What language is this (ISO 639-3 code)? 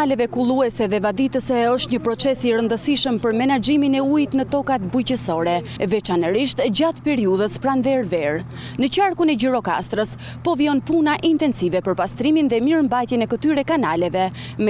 sqi